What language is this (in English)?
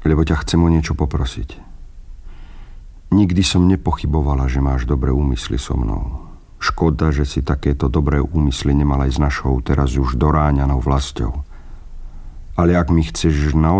Slovak